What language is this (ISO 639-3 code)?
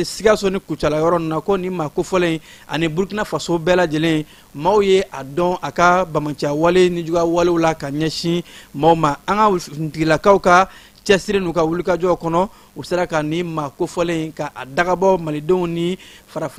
bam